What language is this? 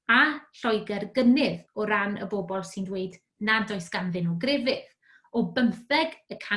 Welsh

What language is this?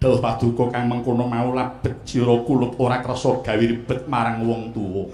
Javanese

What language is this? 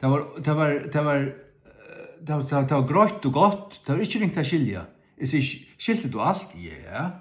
Faroese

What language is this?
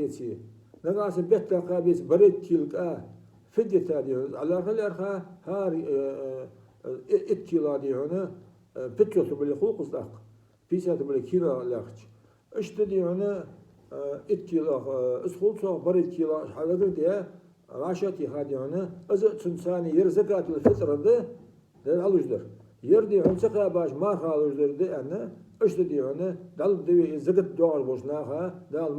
Ingush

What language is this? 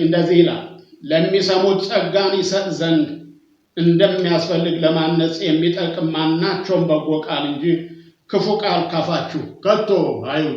Amharic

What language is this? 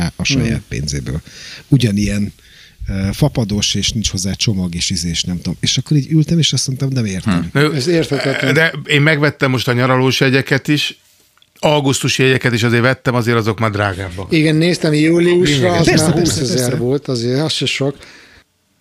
Hungarian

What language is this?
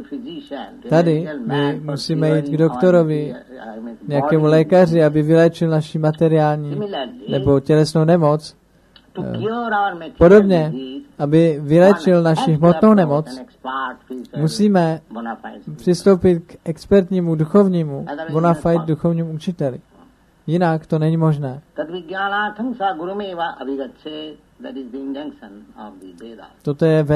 Czech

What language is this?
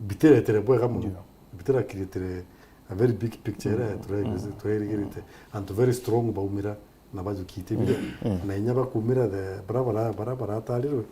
Meru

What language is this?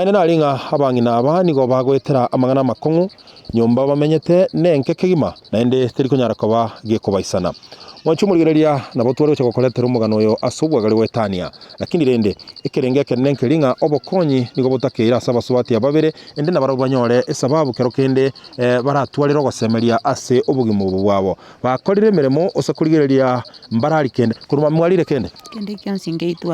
Gusii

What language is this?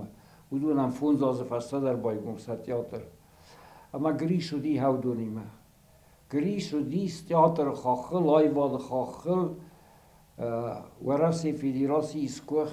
Ossetic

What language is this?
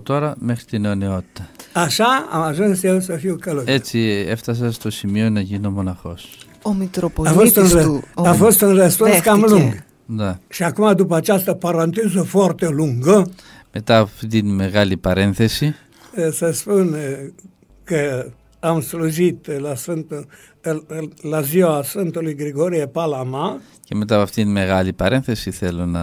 Greek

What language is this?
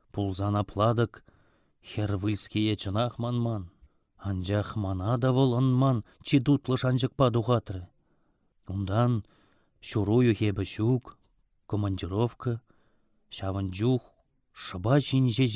Chuvash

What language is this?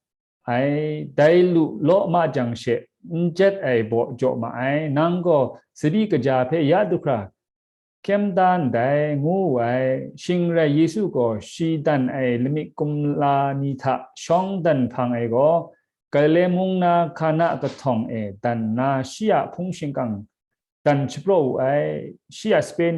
Kachin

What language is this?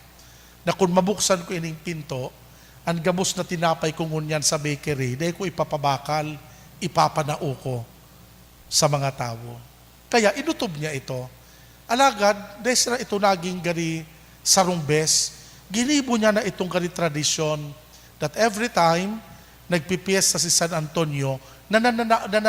Bikol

